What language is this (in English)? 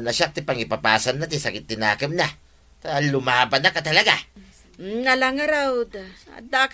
Iloko